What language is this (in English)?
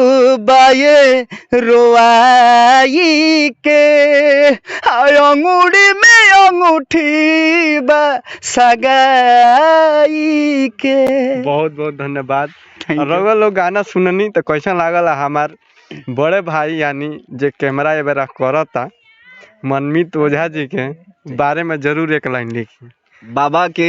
Bhojpuri